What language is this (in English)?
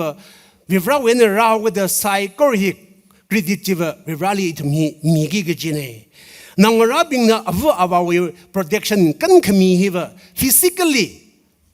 Tangkhul Naga (India)